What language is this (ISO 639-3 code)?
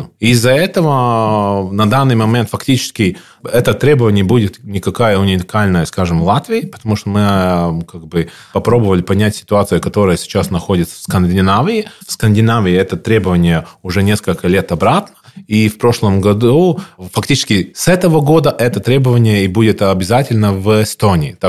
rus